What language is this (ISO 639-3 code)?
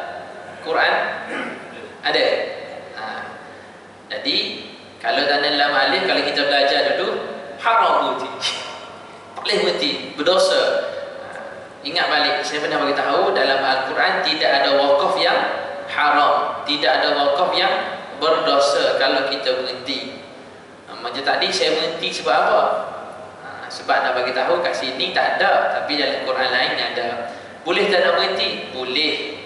msa